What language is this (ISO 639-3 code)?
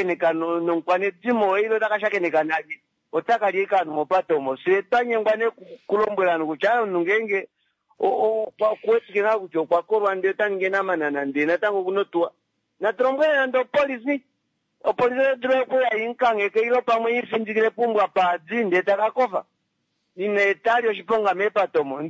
kua